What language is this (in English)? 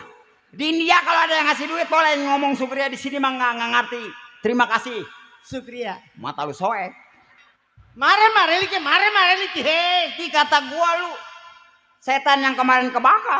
Betawi